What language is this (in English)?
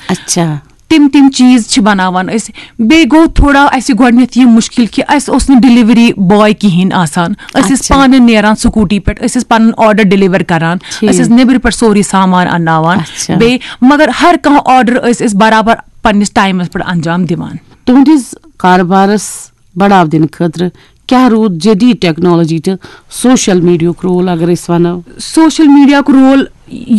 Kashmiri